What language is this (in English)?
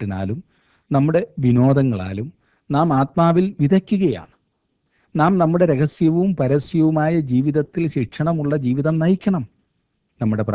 Malayalam